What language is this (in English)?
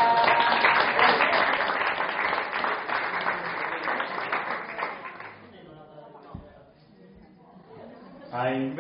Basque